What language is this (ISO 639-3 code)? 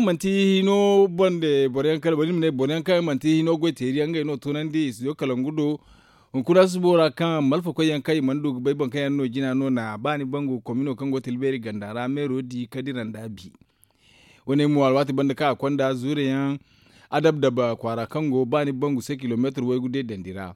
dje